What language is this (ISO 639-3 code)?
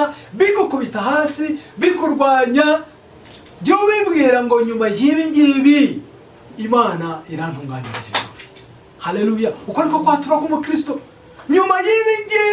kin